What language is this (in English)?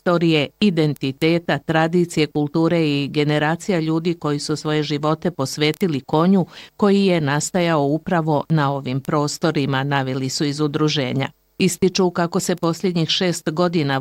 Bosnian